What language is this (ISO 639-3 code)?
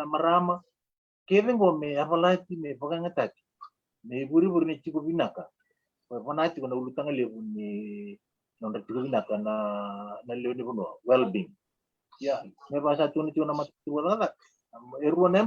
fij